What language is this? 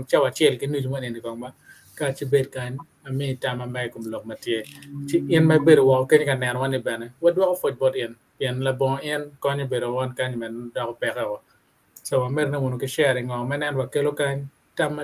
Acoli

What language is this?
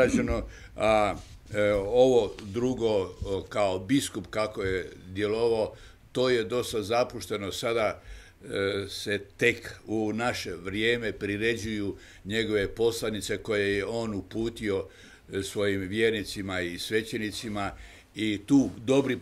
Croatian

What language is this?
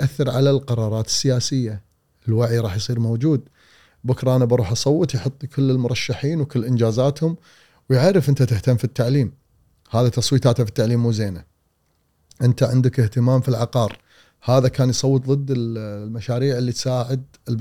Gulf Arabic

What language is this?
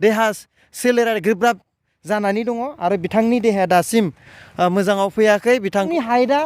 Bodo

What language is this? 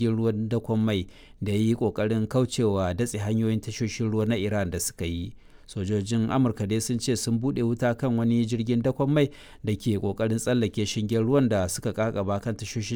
Hausa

